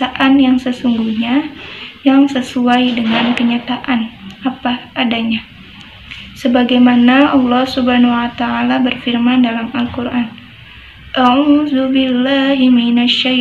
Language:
Indonesian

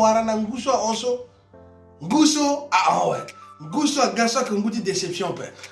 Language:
Sango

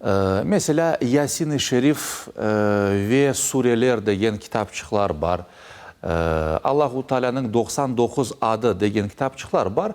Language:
Crimean Tatar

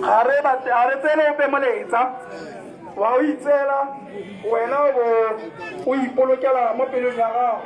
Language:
Tswana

